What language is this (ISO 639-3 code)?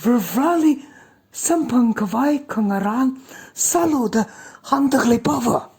nmf